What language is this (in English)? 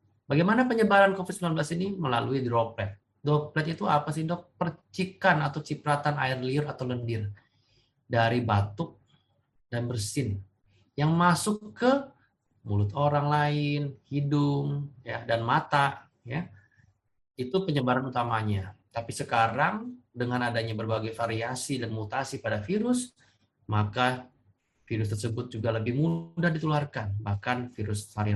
Indonesian